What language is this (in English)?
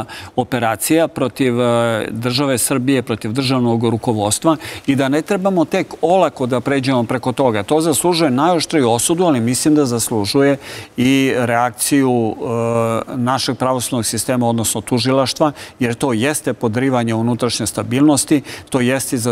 Serbian